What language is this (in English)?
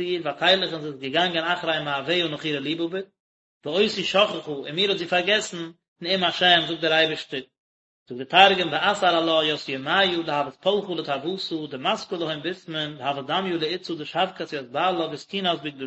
Yiddish